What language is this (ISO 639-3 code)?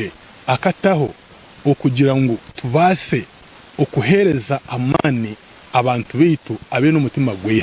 nyn